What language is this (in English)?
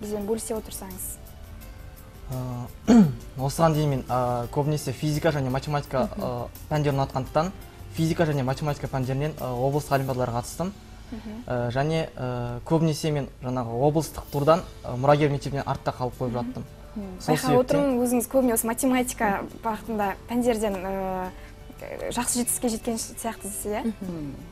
Kazakh